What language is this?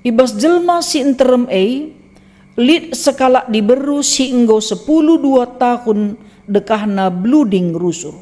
Batak Karo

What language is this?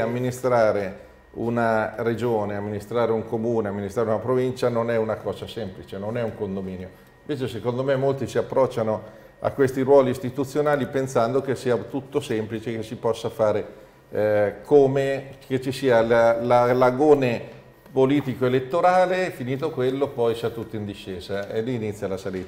Italian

